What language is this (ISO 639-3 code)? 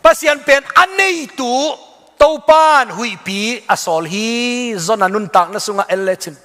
ctd